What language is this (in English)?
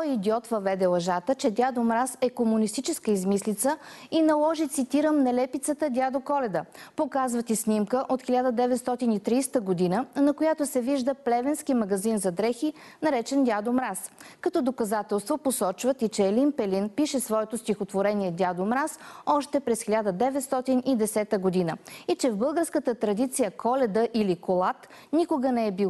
Bulgarian